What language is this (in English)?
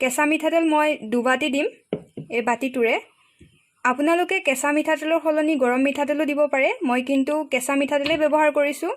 Assamese